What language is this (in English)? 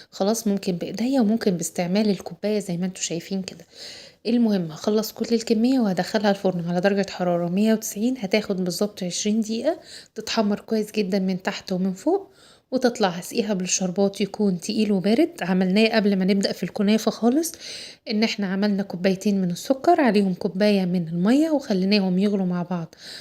Egyptian Arabic